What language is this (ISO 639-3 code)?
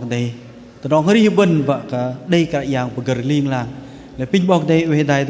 bdq